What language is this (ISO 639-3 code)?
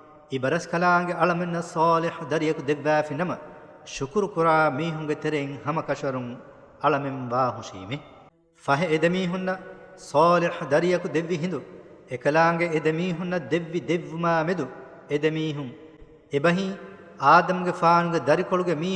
div